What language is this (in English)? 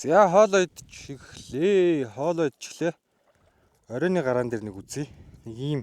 Mongolian